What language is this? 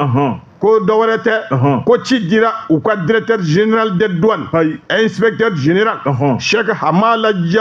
Bambara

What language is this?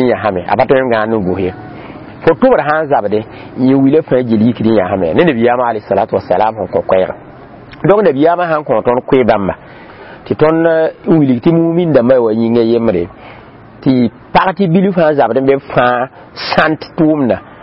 Mossi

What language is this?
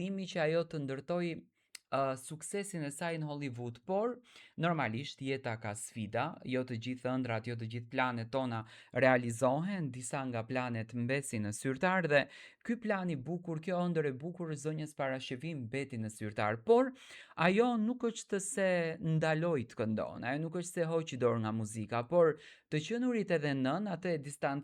Albanian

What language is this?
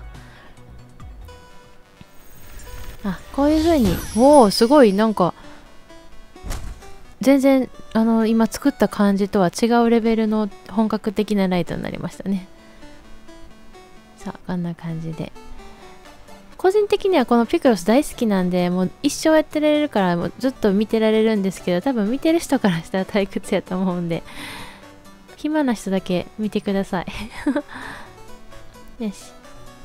Japanese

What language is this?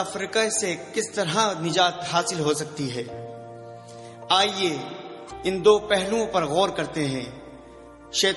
Urdu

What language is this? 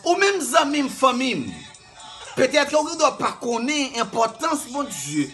Haitian Creole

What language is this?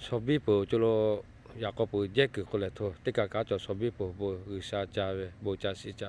Lahu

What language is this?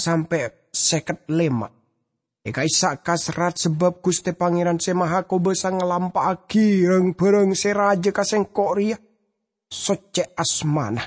Madurese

